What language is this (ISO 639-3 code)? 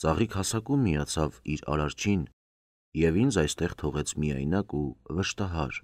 hye